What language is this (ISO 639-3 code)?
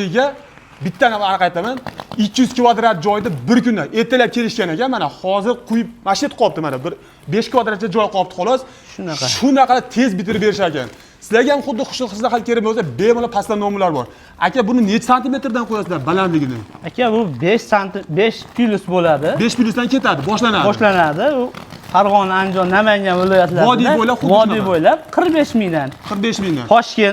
uzb